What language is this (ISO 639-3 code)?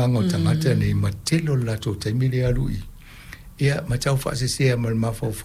smo